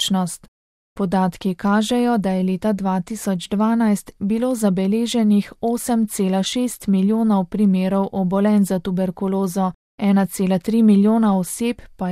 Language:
Slovenian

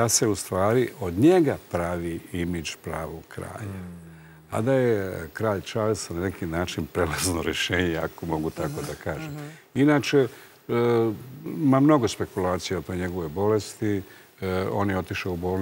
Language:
Serbian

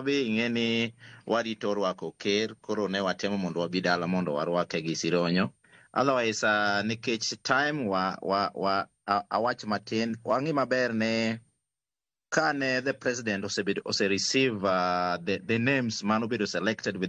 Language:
Luo (Kenya and Tanzania)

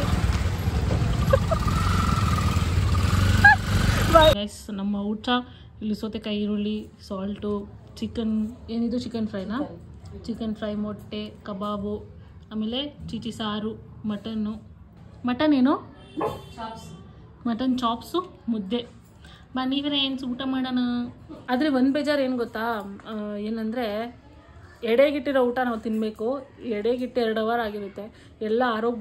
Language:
Kannada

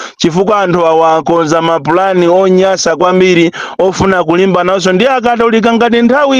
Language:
Nyanja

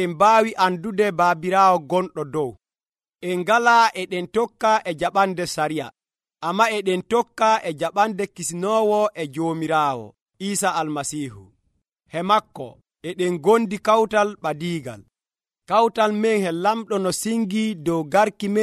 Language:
Nigerian Fulfulde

